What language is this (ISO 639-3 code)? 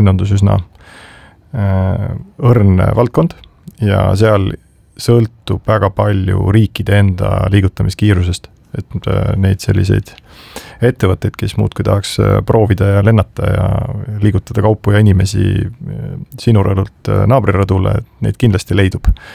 est